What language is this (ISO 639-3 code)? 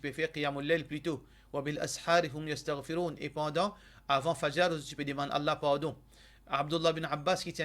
mfe